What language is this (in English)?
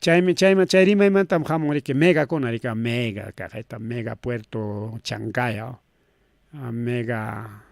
Ayacucho Quechua